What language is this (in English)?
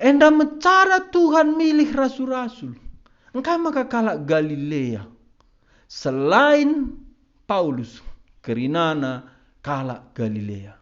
Batak Karo